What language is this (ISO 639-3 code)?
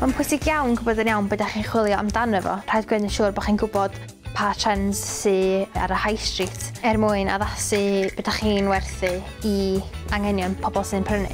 cym